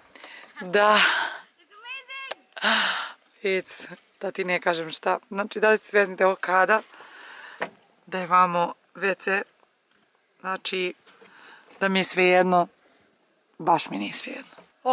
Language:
Serbian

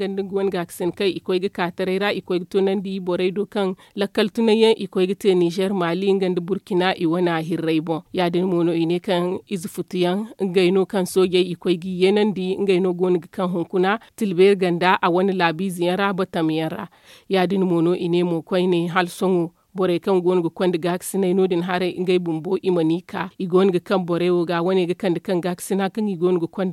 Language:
Zarma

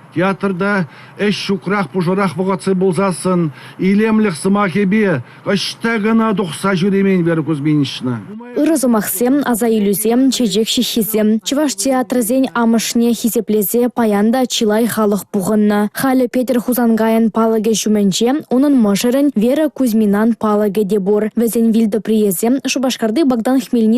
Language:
Chuvash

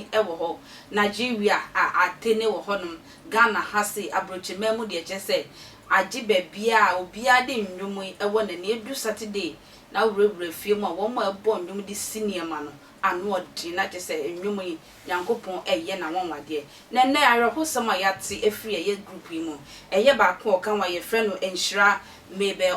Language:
Akan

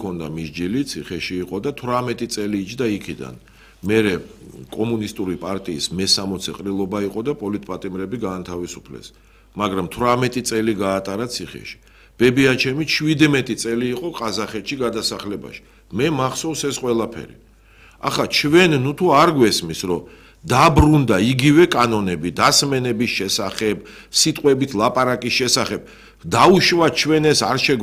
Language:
Georgian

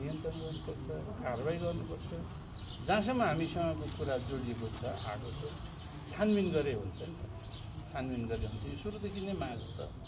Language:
Nepali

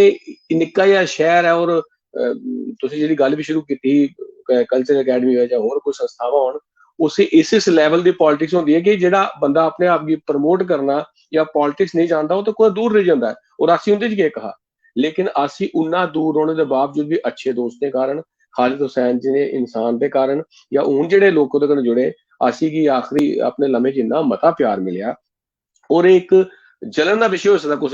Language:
Dogri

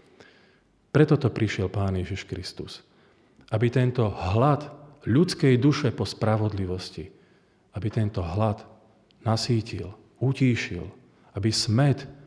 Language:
Slovak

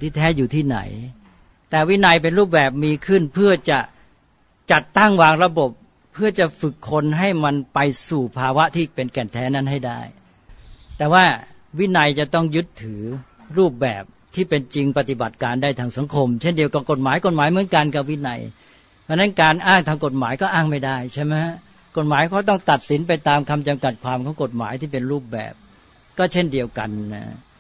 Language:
Thai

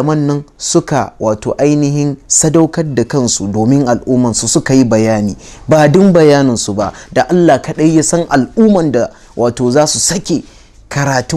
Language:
Hausa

